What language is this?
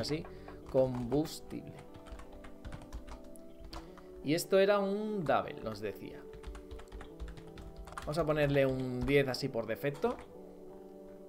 Spanish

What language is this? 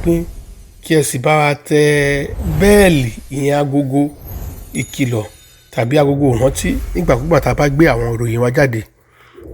Yoruba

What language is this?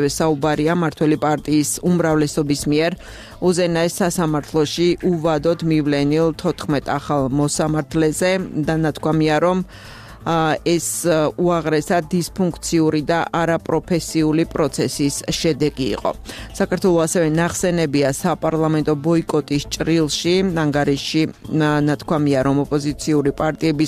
Georgian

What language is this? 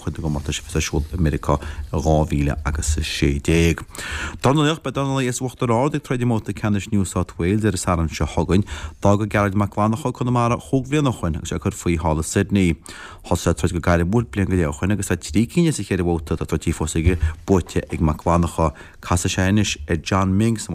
Irish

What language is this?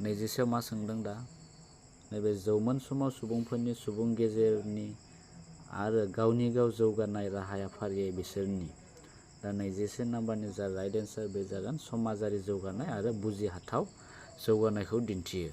Bodo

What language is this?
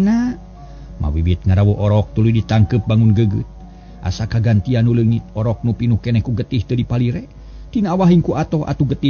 Sundanese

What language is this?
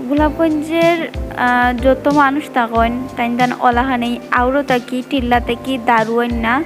Sylheti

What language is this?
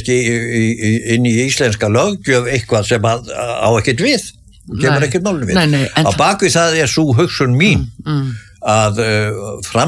Icelandic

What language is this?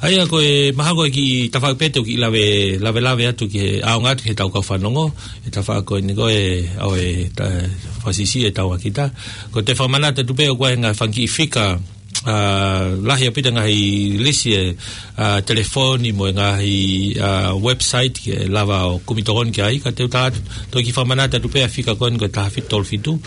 Tongan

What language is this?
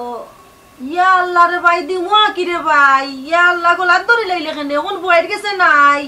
Sylheti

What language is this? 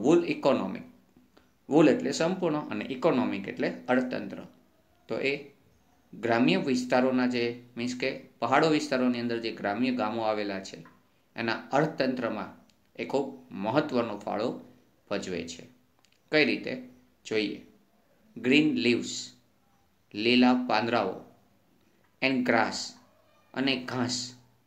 Gujarati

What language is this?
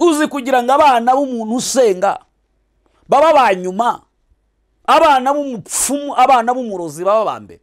Kinyarwanda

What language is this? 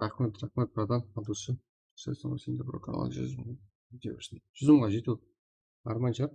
Kara-Kalpak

